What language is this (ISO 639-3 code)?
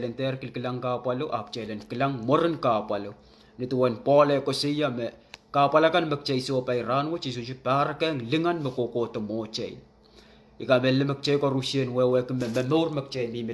pon